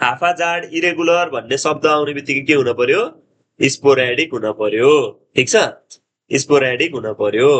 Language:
Nepali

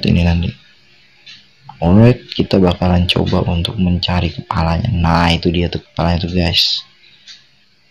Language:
Indonesian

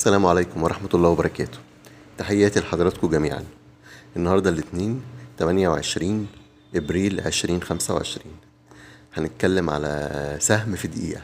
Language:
Egyptian Arabic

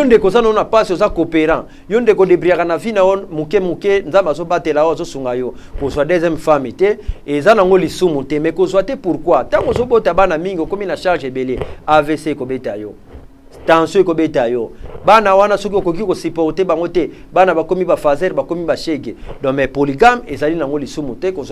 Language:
Lingala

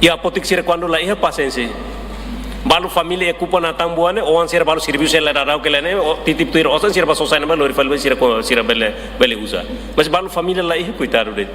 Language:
Tetum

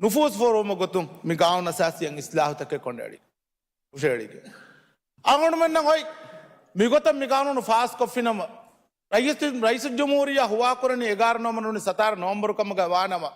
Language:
Divehi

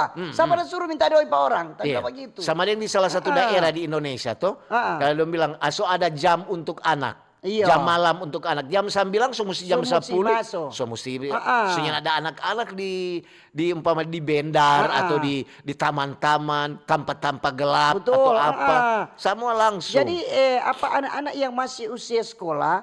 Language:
Manado Malay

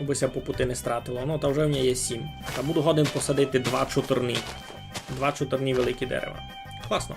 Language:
Rusyn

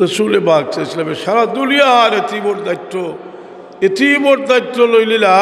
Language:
Sylheti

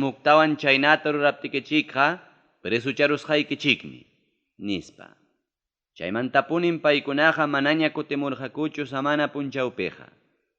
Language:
Ayacucho Quechua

